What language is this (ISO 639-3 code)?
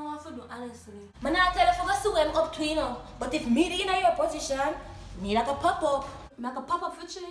jam